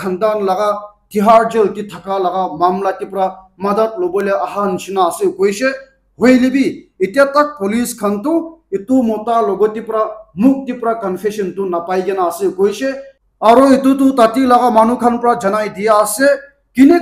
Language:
Naga Pidgin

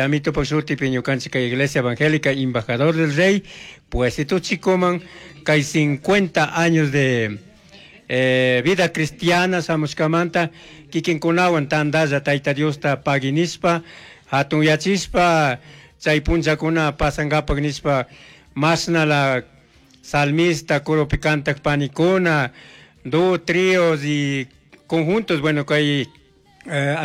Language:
Chimborazo Highland Quichua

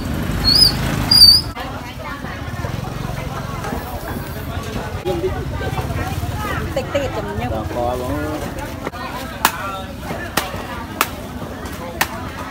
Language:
Vietnamese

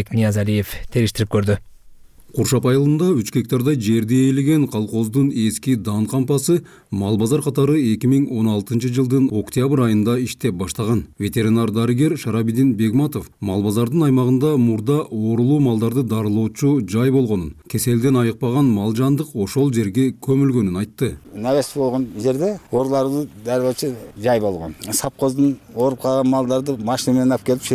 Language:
Kyrgyz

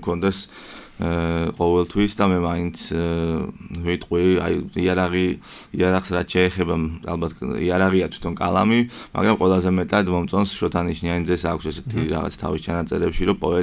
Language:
Georgian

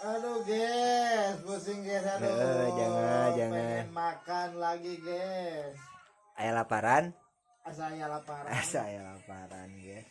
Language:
Sundanese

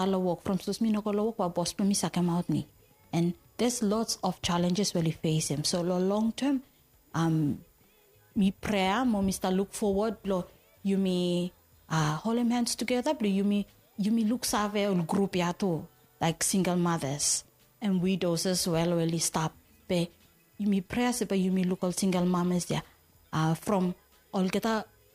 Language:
Bislama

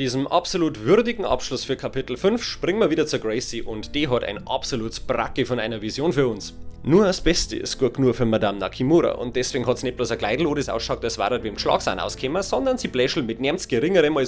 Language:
Bavarian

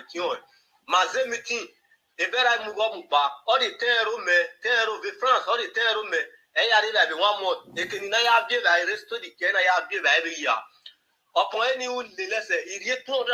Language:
Nigerian Pidgin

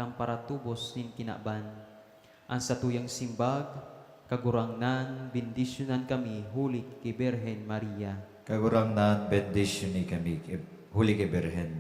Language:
Bikol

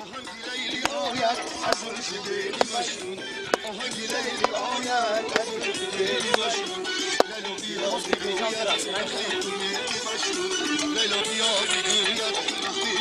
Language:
Tajik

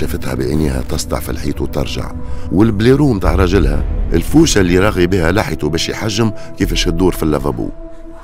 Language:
Tunisian Arabic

